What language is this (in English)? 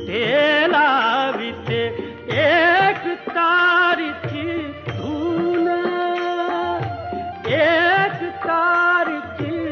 Marathi